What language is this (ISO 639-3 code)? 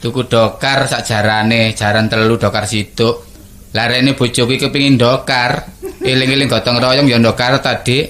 jav